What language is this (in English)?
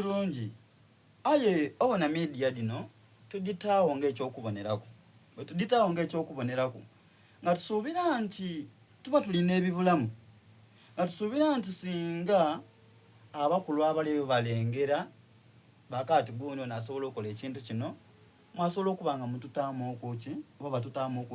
Soga